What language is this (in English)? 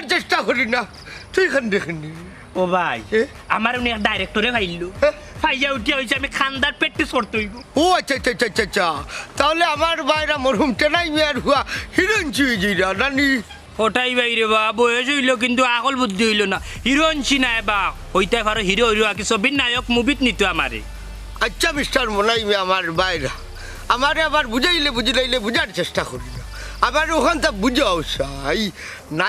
Sylheti